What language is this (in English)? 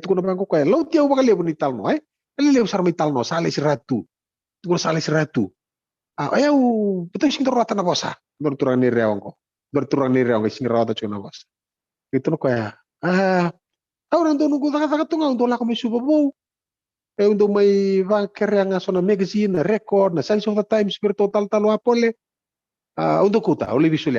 Fijian